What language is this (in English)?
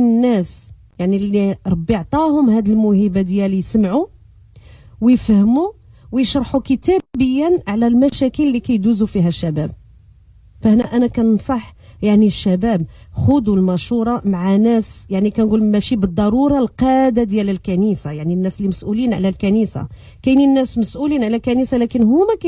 Moroccan Arabic